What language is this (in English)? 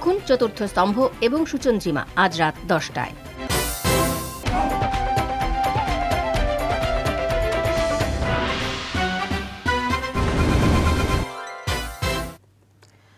Bangla